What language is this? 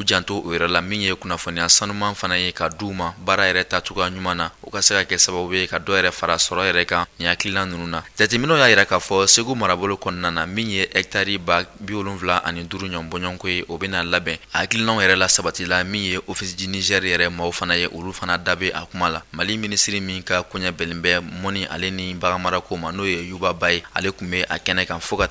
Bambara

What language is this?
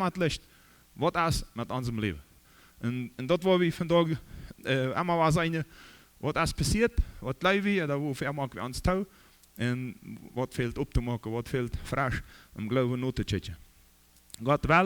Plautdietsch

